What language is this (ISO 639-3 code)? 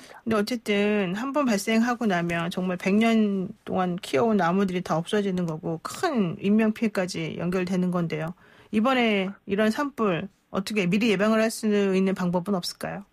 kor